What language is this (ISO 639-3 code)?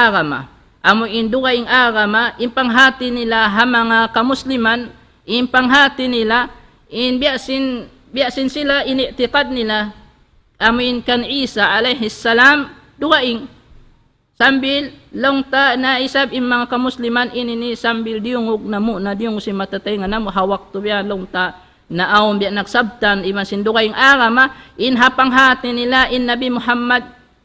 tsg